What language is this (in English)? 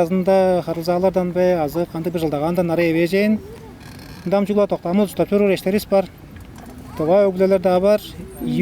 Tuvinian